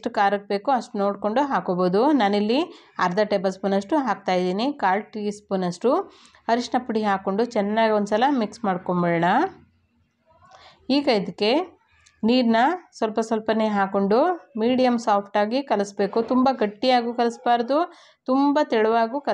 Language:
Kannada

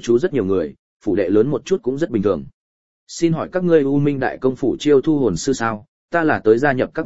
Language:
Vietnamese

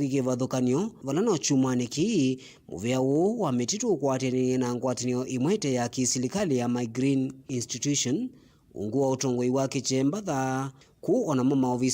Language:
Kamba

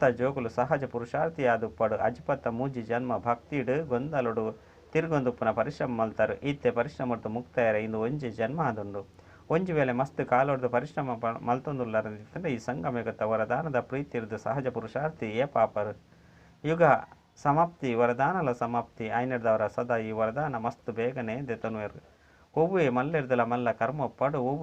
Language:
Tulu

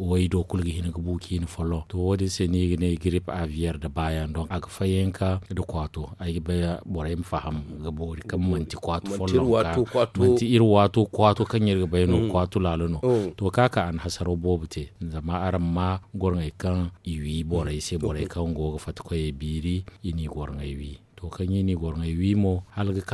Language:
Zarma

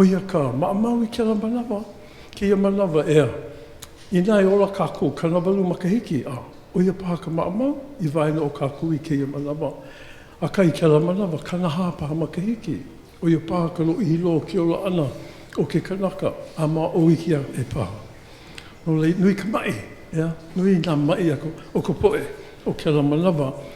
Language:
Hawaiian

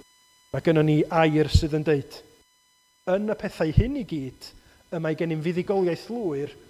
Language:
Welsh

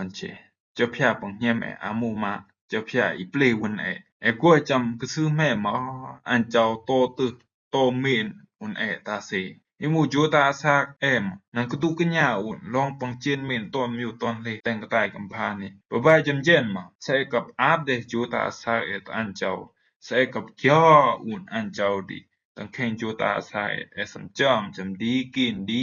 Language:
Rumai Palaung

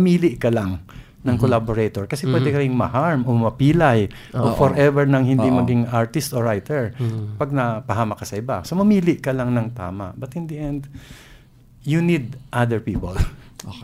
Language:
Filipino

